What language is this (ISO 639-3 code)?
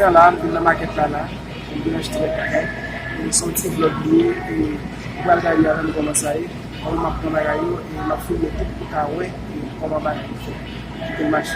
hat